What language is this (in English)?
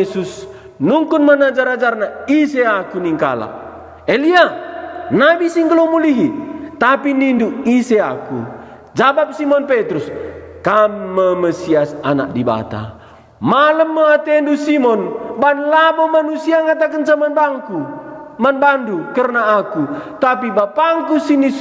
Batak Karo